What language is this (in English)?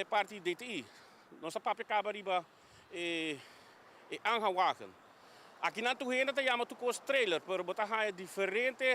Papiamento